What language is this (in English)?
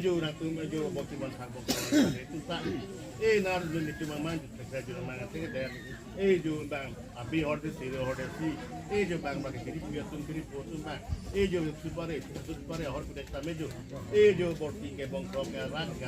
Karbi